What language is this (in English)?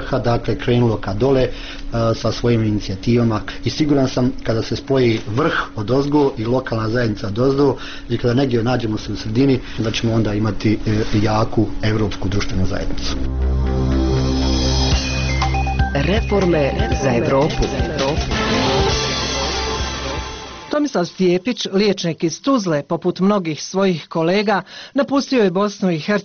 Bosnian